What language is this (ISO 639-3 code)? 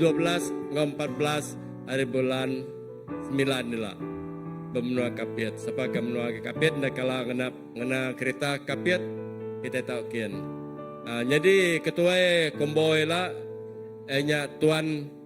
iba